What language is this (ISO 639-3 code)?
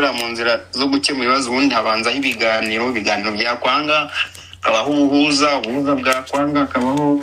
kin